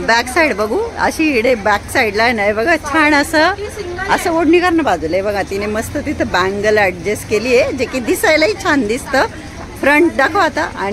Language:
Marathi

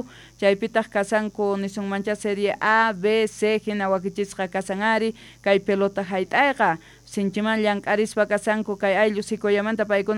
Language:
South Bolivian Quechua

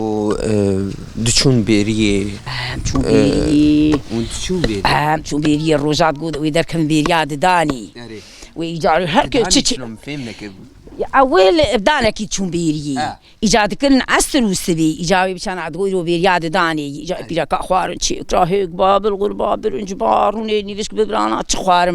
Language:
Kurdish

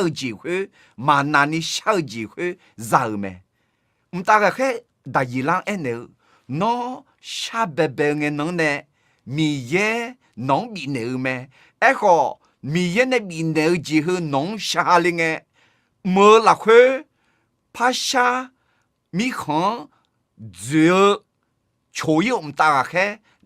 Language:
Akha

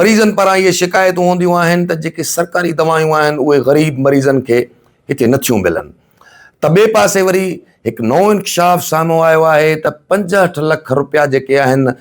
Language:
Sindhi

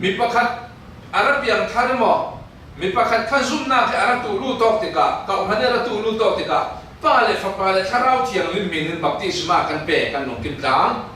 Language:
Falam Chin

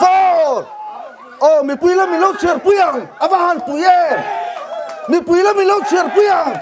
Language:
Mizo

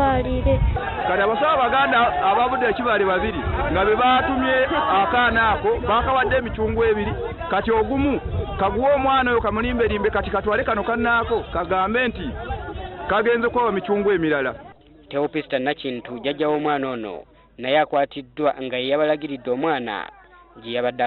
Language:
Ganda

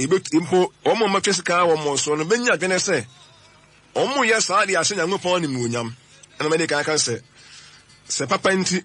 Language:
Akan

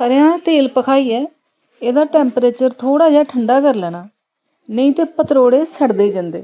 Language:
Dogri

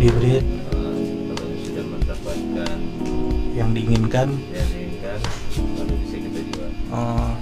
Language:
Banjar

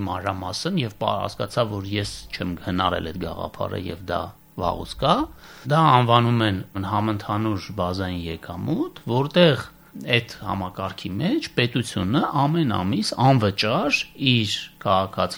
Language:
Armenian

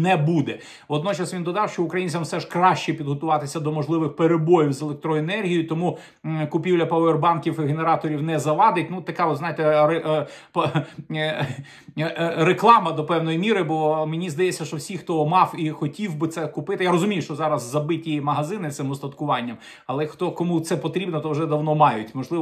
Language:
Ukrainian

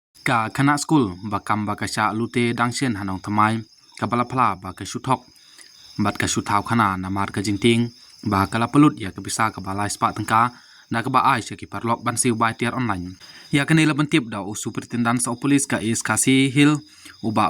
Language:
Khasi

